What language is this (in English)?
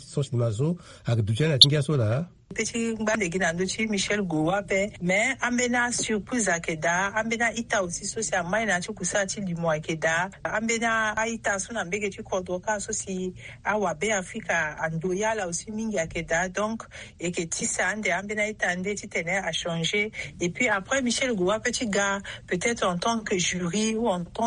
Sango